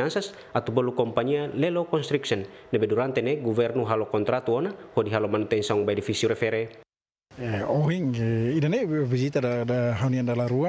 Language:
Tetum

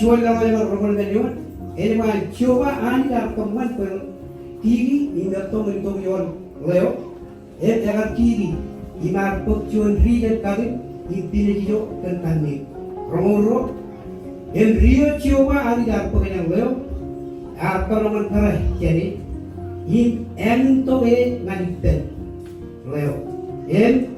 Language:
Marshallese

